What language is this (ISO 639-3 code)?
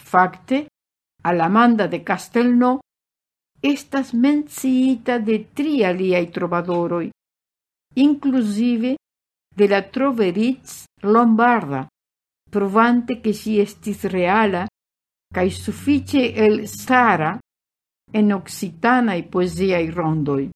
epo